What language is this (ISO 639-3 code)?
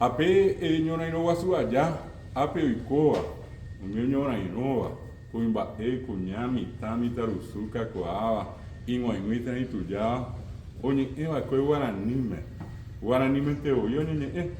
grn